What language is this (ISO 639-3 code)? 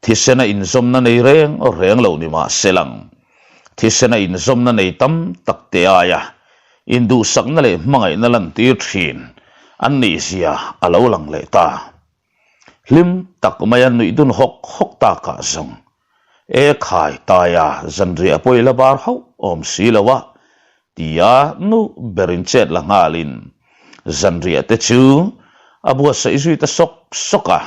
lus